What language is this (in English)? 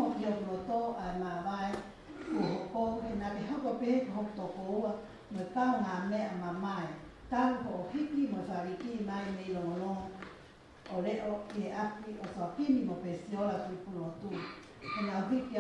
Tongan